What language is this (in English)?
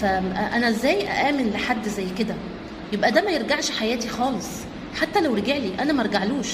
Egyptian Arabic